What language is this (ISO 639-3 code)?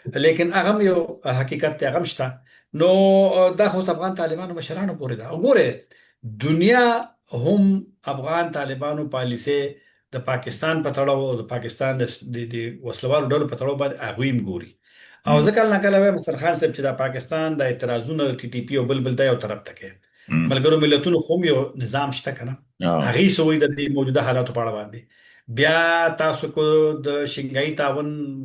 pus